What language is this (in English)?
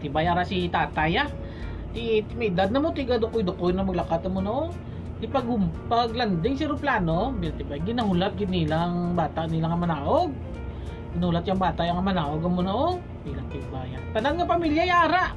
Hiligaynon